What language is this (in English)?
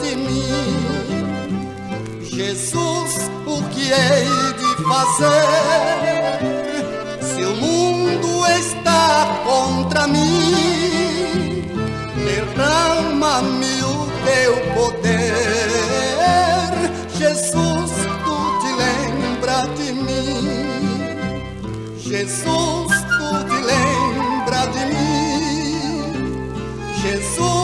Portuguese